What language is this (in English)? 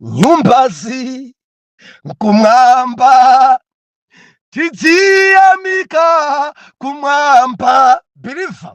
Nyanja